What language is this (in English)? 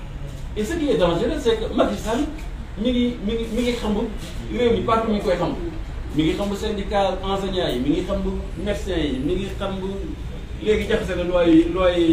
Wolof